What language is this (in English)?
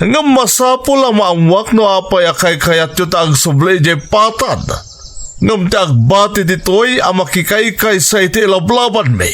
Iloko